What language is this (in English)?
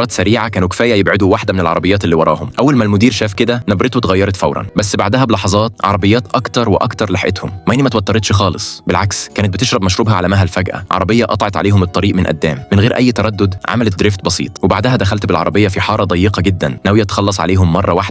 Egyptian Arabic